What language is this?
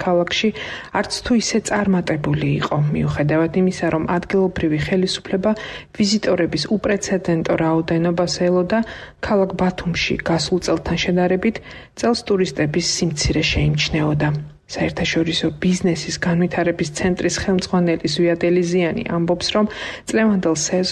Georgian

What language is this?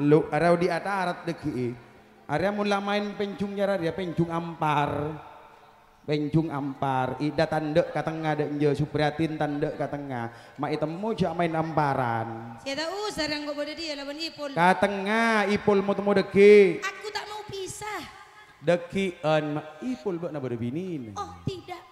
Madurese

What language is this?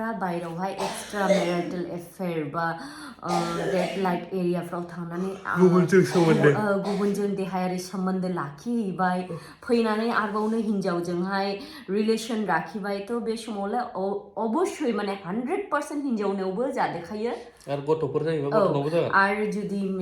Bodo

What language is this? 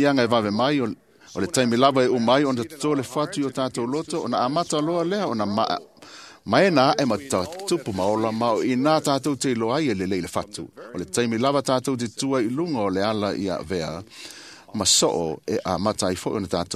Samoan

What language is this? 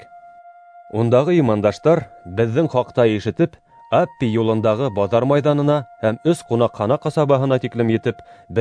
Bashkir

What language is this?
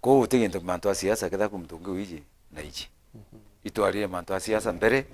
Meru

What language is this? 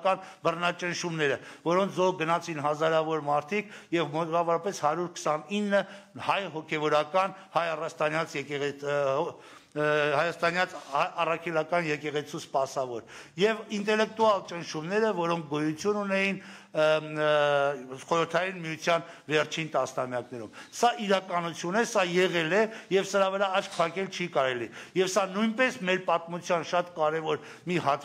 Armenian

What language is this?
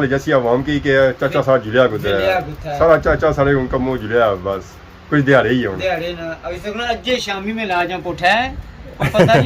Pahari-Potwari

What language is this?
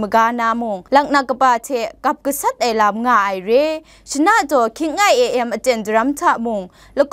Kachin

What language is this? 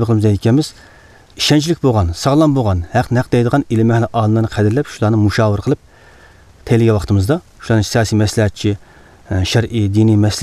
Uyghur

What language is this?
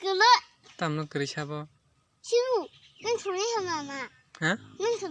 Kok Borok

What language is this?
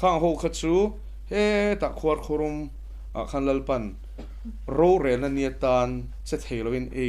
Mizo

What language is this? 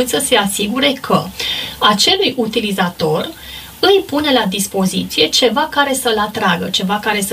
Romanian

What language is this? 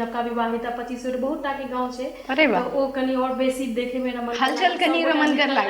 Maithili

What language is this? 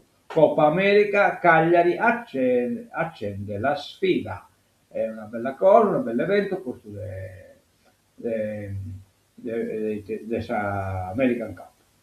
Sardinian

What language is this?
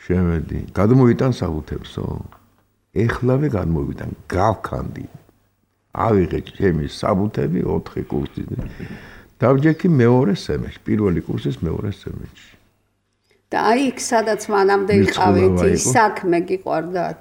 Georgian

